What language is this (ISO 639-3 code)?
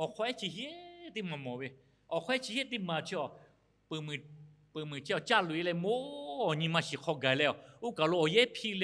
lhu